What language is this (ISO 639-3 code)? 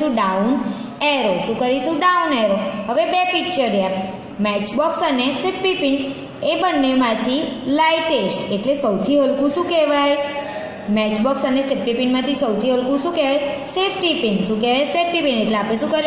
guj